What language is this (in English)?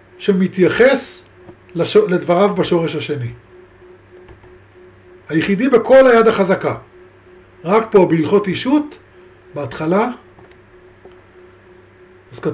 Hebrew